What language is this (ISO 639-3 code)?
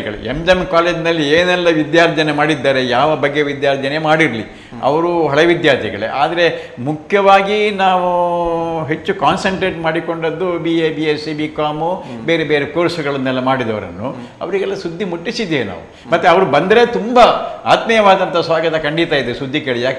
kan